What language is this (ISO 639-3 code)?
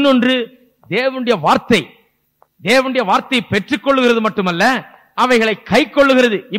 tam